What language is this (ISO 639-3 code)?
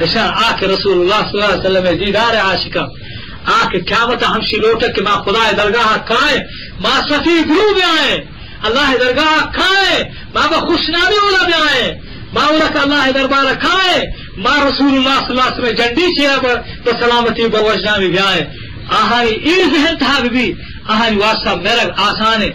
bgp